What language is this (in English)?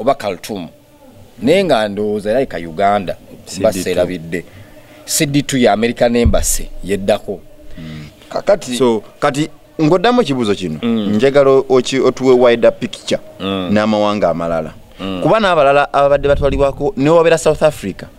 Ganda